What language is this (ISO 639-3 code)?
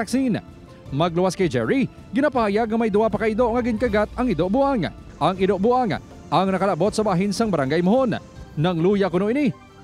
hil